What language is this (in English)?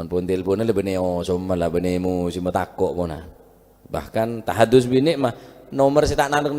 Madurese